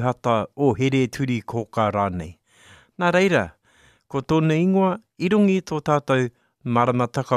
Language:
Māori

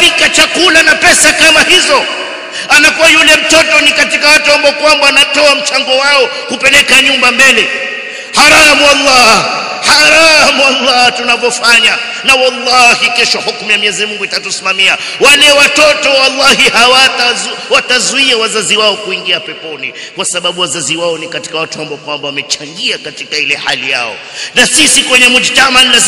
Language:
Swahili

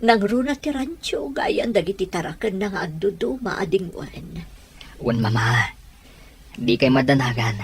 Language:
Iloko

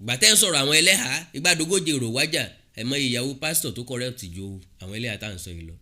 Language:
Yoruba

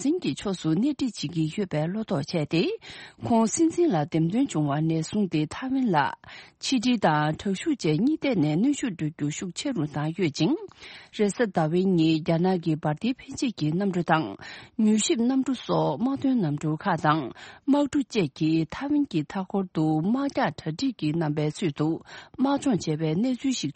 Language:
Tibetan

